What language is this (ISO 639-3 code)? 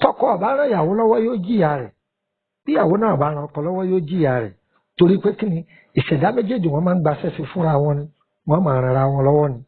yor